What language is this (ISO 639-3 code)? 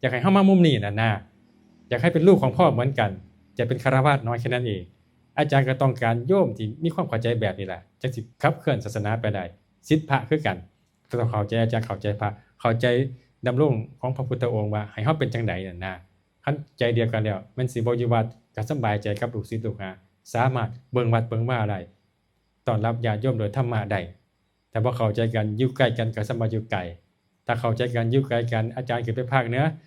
tts